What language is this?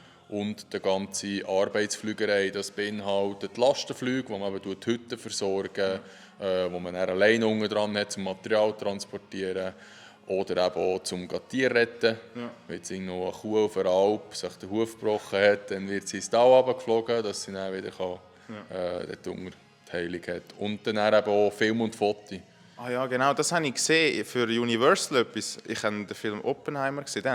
Swiss German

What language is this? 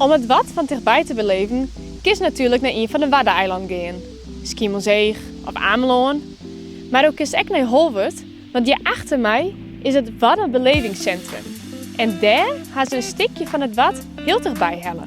Western Frisian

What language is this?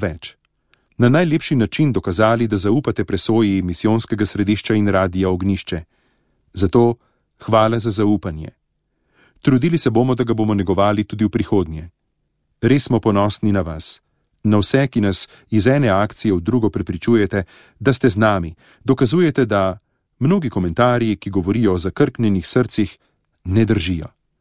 Slovenian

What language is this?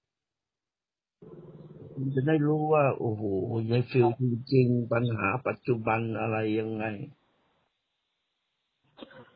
Thai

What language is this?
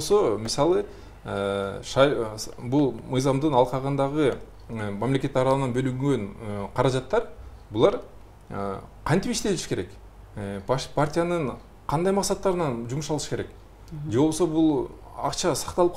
Kyrgyz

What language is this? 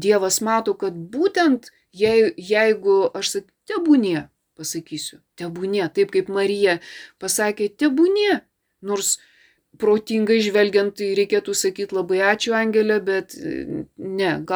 Lithuanian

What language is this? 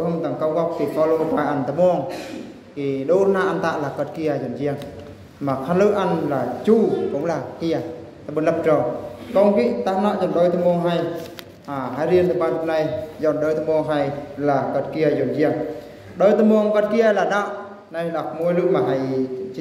Eastern Bru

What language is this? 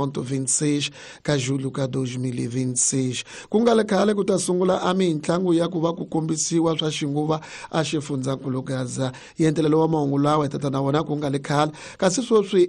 Tsonga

